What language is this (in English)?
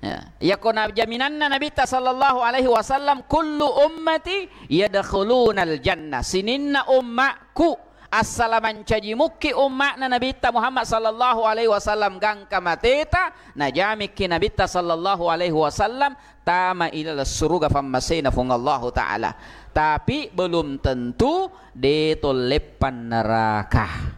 Buginese